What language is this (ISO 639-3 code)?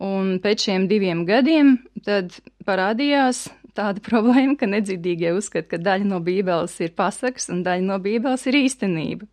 lav